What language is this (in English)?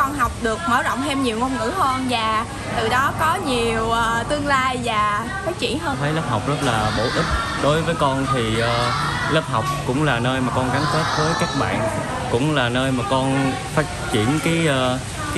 Vietnamese